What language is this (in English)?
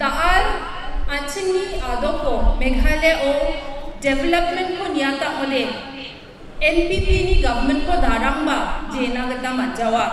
Garo